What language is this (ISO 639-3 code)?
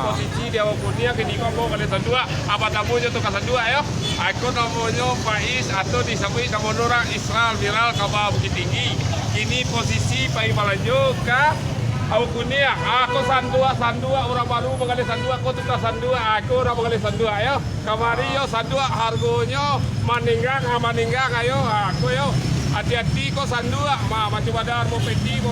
min